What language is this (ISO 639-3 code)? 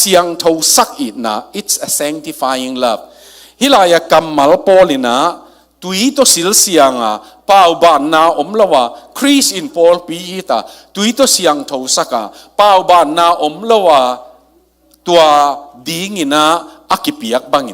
ctd